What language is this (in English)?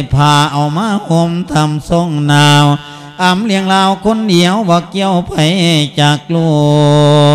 Lao